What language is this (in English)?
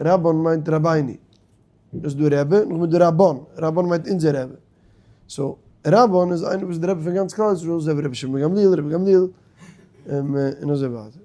Yiddish